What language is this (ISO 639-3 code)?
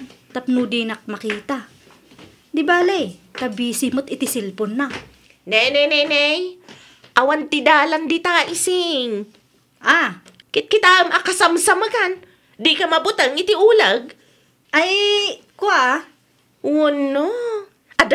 ilo